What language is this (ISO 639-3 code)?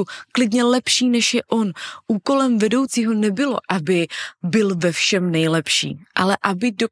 ces